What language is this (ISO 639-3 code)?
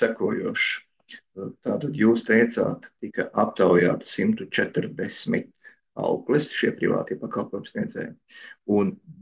lav